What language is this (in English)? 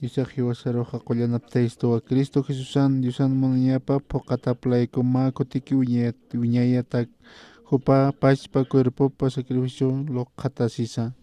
Aymara